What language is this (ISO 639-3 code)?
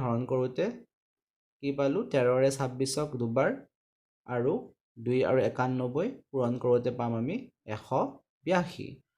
asm